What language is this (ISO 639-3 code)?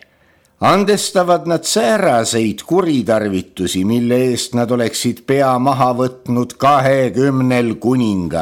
est